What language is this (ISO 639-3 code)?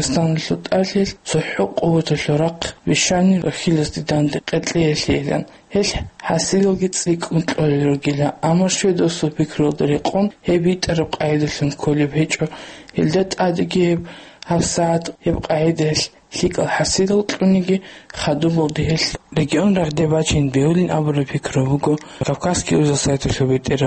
ava